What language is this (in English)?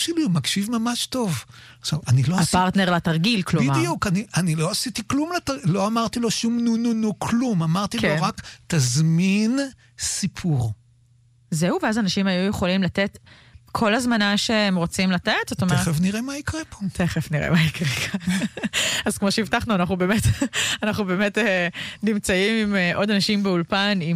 Hebrew